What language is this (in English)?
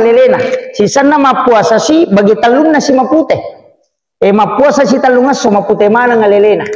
Buginese